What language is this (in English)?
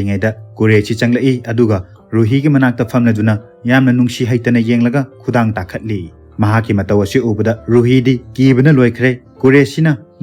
Manipuri